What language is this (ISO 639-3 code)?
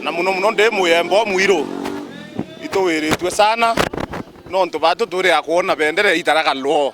mer